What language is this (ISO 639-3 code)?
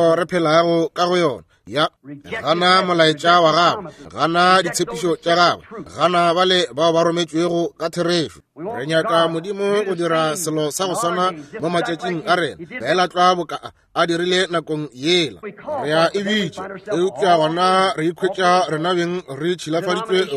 nso